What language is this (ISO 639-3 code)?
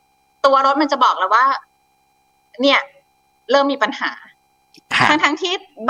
tha